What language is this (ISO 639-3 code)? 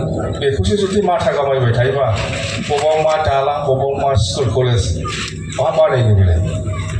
brx